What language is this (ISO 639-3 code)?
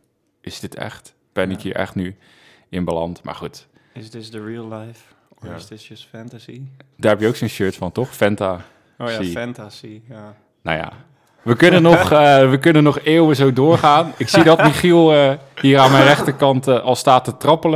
nld